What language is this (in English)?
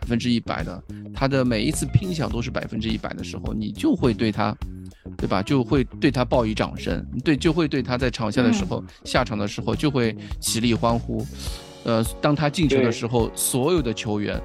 Chinese